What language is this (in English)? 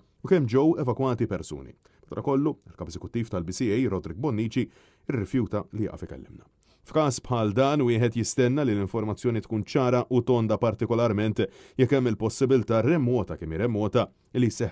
Maltese